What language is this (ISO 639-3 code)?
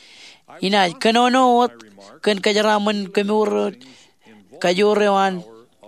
mah